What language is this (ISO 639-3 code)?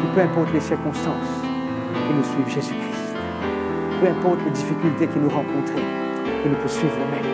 mfe